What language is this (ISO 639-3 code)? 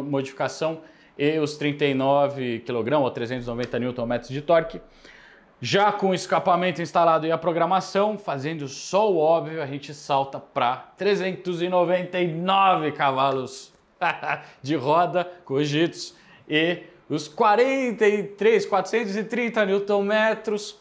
por